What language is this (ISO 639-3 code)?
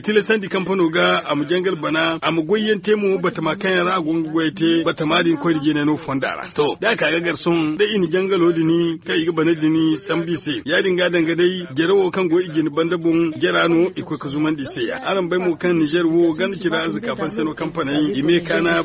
dje